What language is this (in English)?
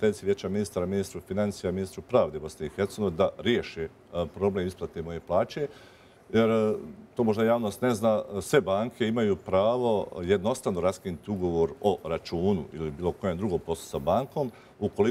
Bosnian